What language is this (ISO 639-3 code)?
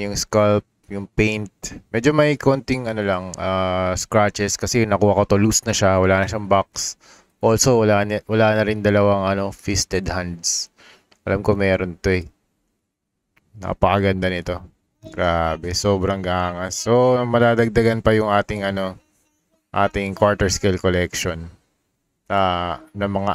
fil